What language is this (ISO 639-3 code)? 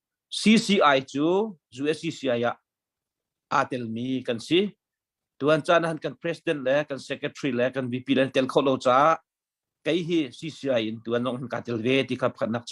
cnh